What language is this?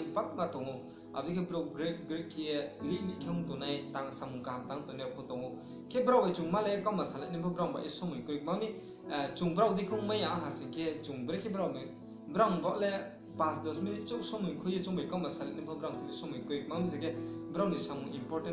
Riang (India)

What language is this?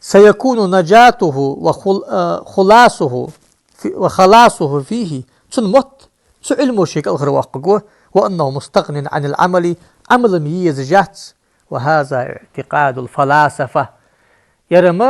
Ingush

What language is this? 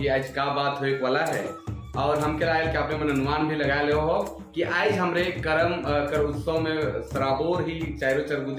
Sadri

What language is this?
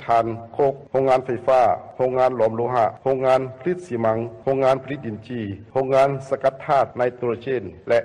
Lao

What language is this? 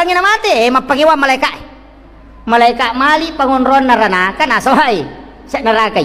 Buginese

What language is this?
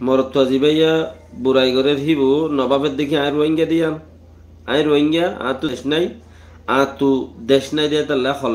Rohingya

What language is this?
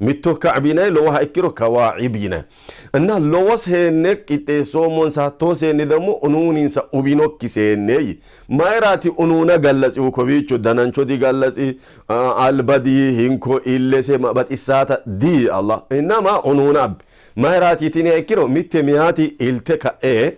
Sidamo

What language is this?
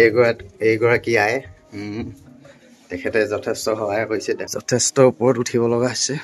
Assamese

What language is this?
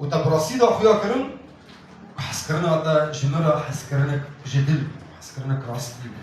Kurdish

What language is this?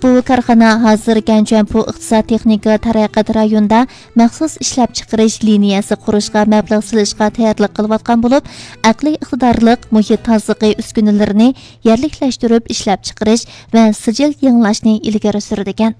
Uyghur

